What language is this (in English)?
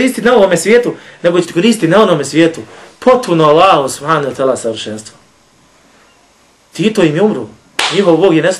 Bosnian